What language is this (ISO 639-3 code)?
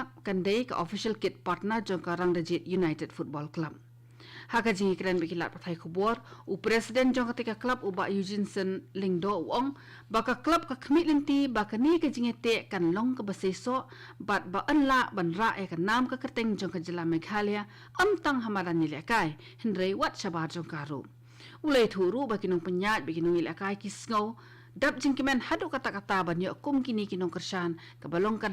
kha